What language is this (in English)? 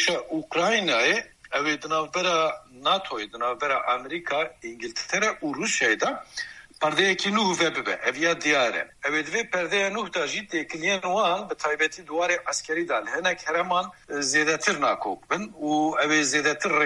Kurdish